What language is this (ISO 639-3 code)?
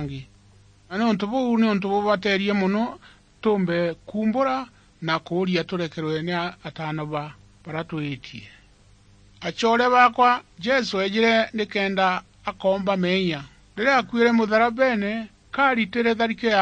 mer